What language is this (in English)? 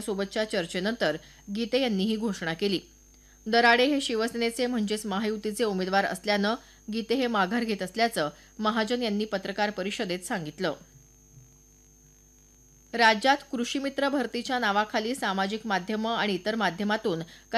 Marathi